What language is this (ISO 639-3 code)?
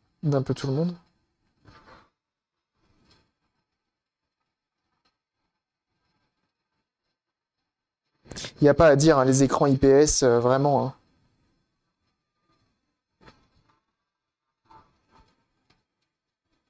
fra